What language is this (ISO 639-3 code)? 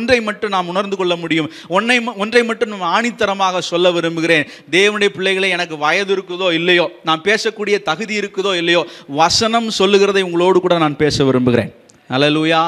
tam